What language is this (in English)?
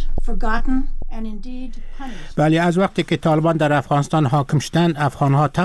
Persian